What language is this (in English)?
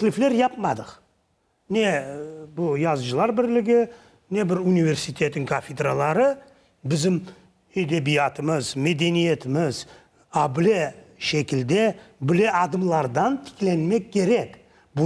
Crimean Tatar